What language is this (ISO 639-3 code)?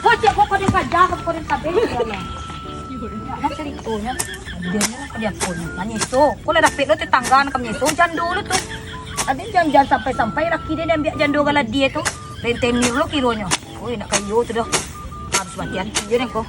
min